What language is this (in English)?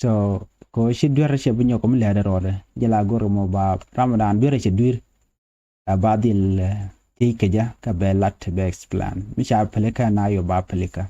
Nuer